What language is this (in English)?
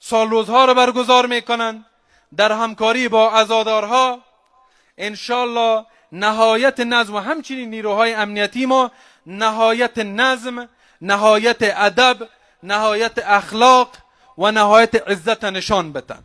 Persian